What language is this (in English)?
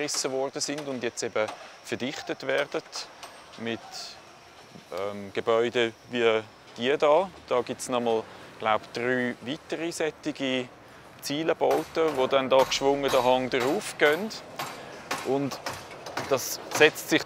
German